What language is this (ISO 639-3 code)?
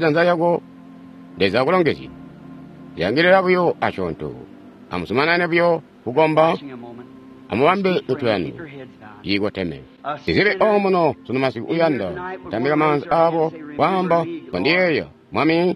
toi